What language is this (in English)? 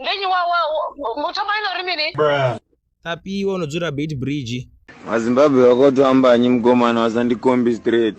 Venda